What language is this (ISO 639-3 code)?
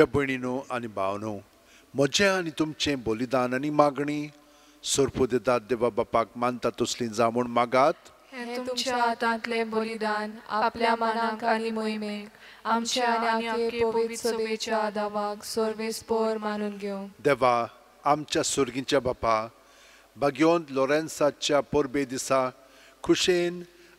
kok